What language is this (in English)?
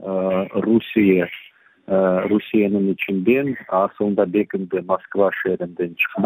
Crimean Tatar